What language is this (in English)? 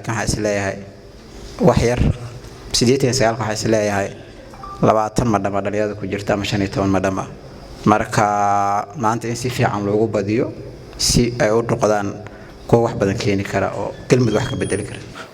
Somali